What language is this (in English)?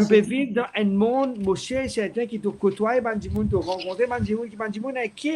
Morisyen